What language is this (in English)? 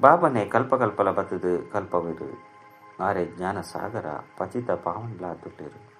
Tulu